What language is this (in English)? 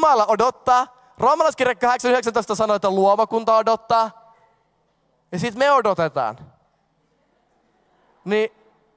Finnish